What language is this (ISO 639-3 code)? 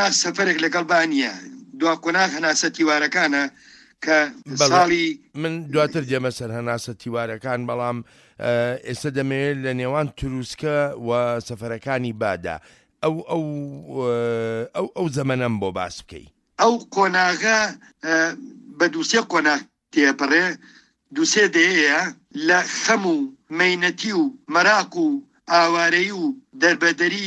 ckb